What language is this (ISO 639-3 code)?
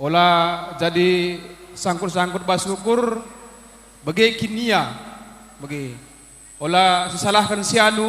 btx